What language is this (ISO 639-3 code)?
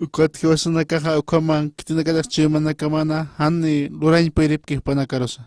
aym